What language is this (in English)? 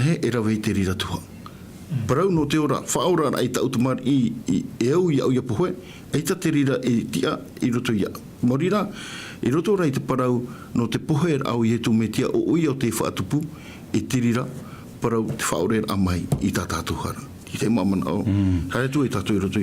Tahitian